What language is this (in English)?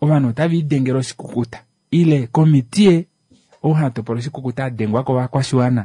Kuanyama